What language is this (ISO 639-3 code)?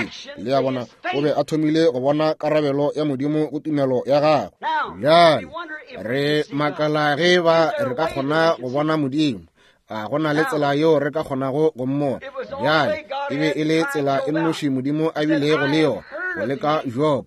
nso